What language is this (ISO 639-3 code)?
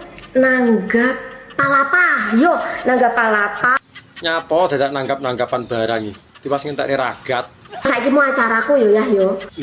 jav